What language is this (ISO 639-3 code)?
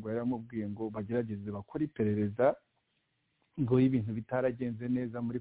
kin